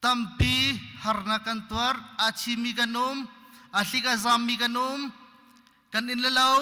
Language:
Hakha Chin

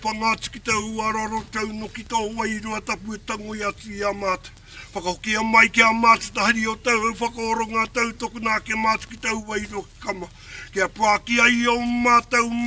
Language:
Māori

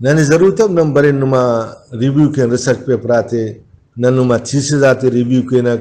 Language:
Brahui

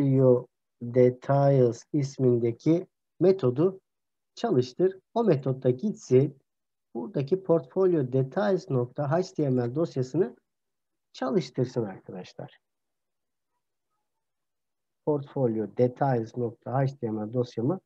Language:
Turkish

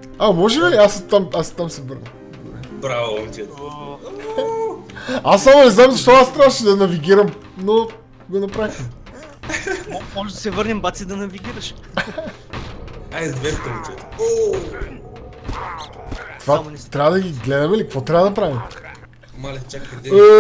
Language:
Bulgarian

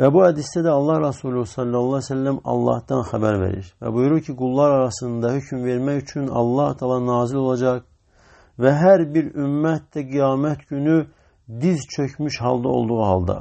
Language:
Azerbaijani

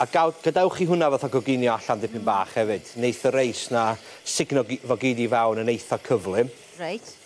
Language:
Welsh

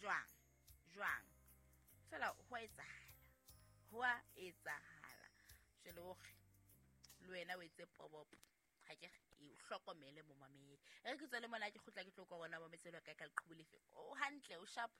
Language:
Southern Sotho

